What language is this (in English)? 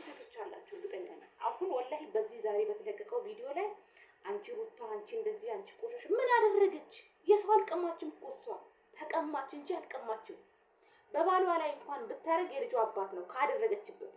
Amharic